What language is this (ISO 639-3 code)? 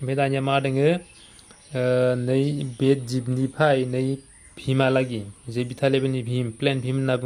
brx